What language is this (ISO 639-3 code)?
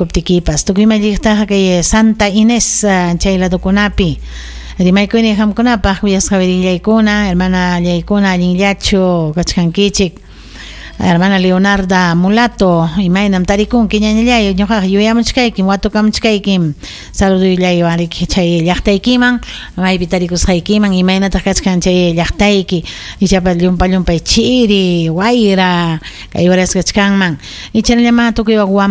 quy